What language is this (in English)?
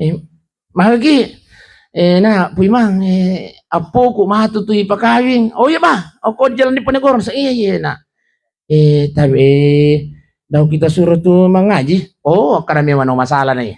Buginese